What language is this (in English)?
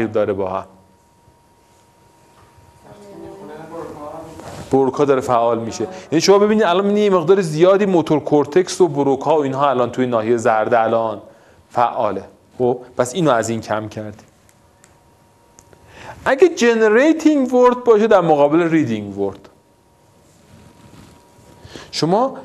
Persian